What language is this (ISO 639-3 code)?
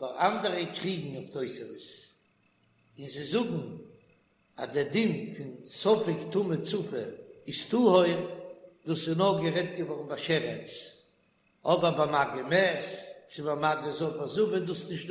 yid